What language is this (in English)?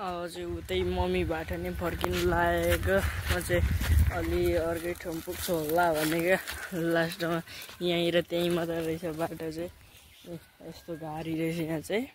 Nepali